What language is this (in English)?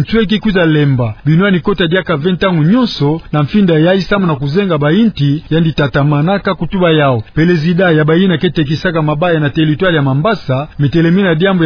Kituba (Democratic Republic of Congo)